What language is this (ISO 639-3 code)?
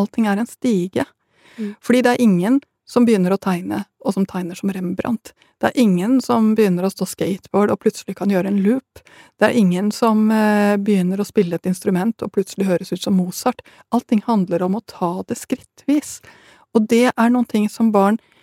nor